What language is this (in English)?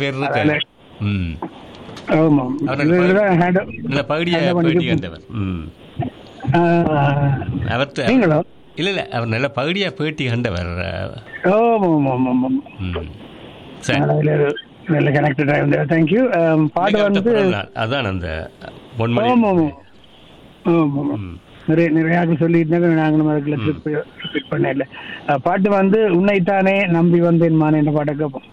Tamil